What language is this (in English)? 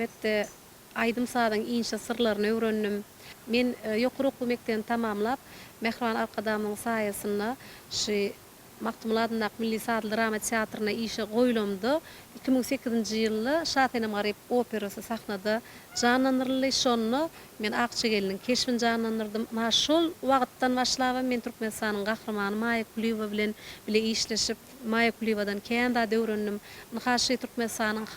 Turkmen